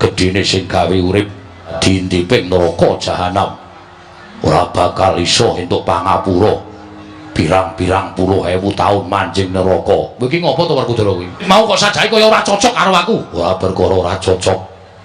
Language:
Javanese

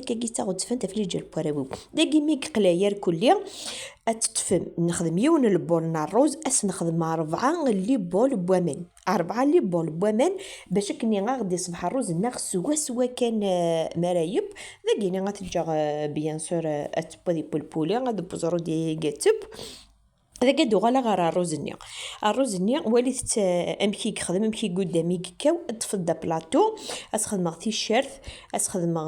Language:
Kabyle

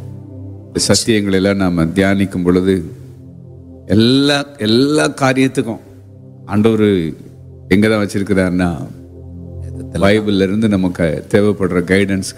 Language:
Tamil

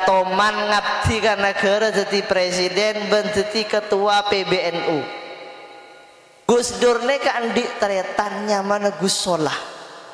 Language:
Madurese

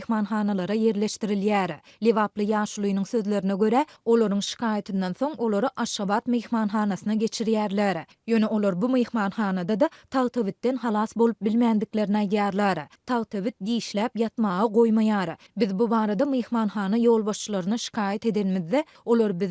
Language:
Turkmen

